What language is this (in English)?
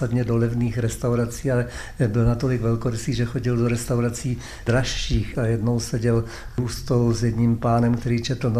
Czech